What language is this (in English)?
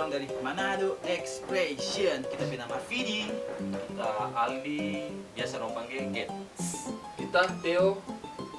Manado Malay